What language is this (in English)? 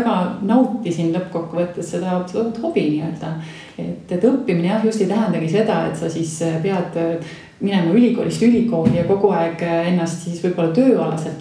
Estonian